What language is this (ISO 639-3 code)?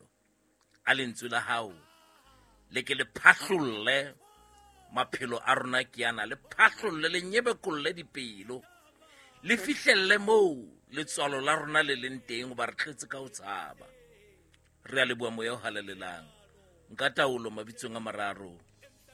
sot